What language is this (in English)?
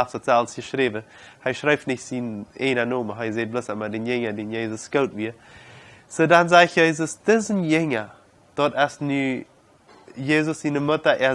Plautdietsch